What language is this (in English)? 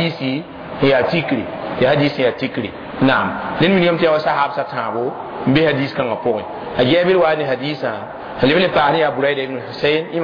Mossi